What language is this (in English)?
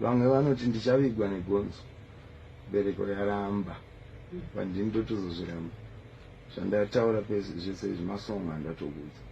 Shona